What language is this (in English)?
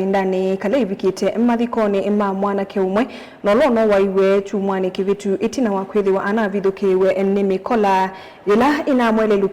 Kamba